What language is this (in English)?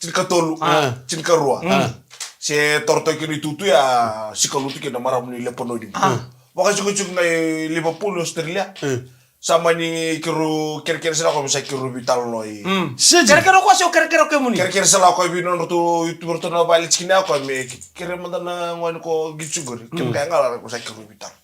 Fijian